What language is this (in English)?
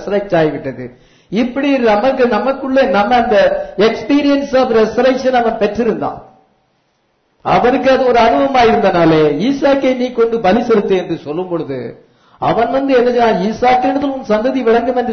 Tamil